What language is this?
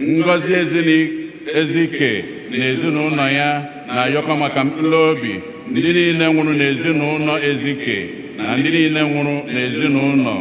Igbo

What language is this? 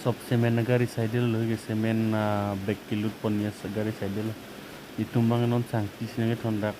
Karbi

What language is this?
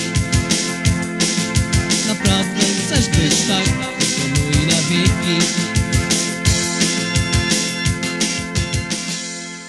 Polish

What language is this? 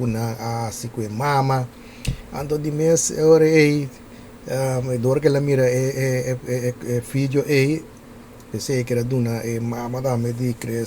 Papiamento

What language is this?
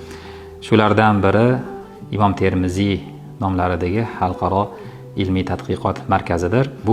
Uzbek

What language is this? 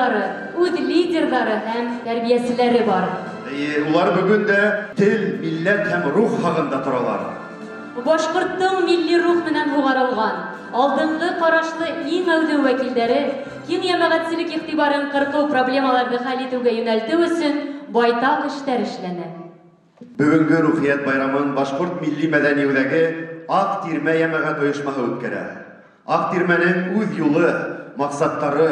Bashkir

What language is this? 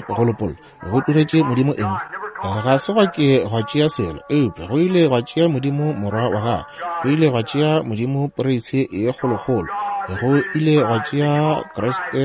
Northern Sotho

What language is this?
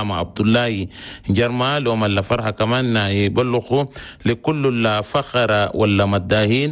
Chadian Arabic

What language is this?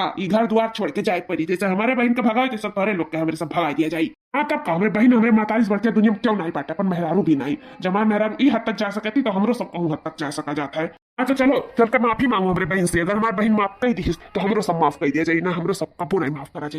Awadhi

